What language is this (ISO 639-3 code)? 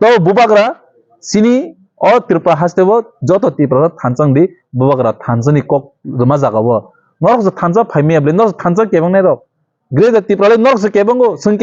trp